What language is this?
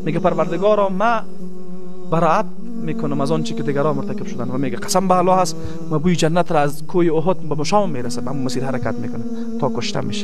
Persian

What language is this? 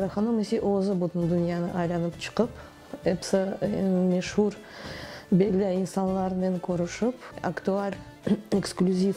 Crimean Tatar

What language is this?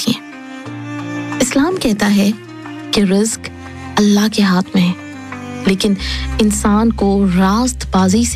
Urdu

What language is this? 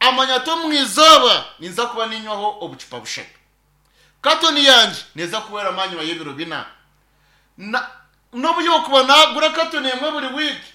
Nyankole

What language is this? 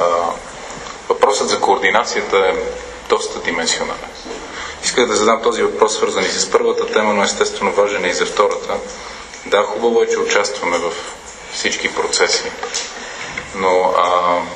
Bulgarian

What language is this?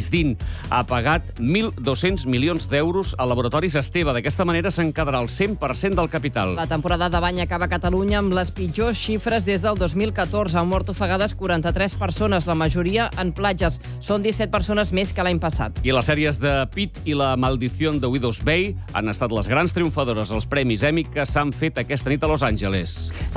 Catalan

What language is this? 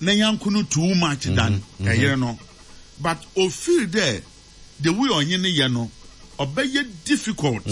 Akan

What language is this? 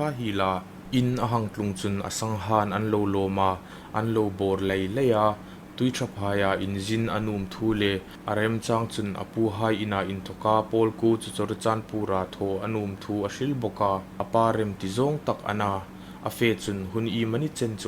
Hmar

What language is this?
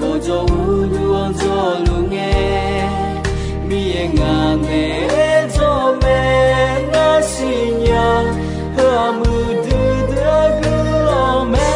Akha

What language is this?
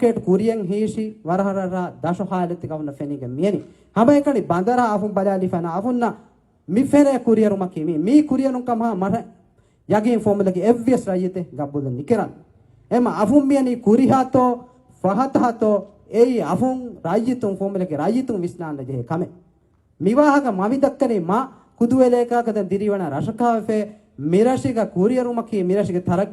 Divehi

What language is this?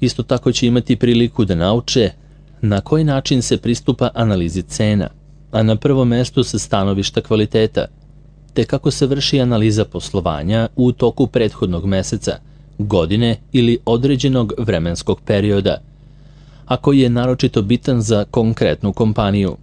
Serbian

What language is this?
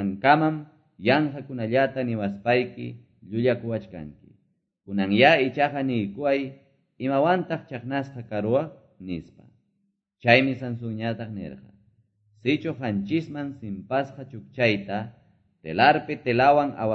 Quechua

